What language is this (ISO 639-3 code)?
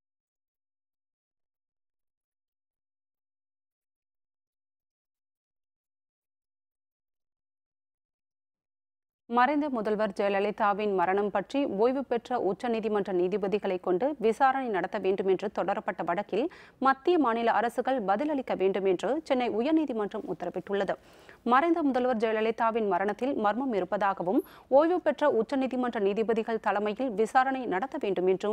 tam